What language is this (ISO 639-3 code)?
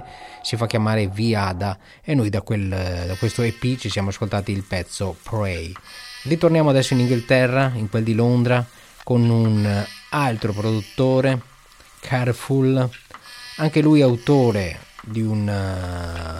ita